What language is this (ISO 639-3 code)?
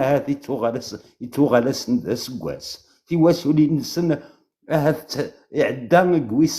kab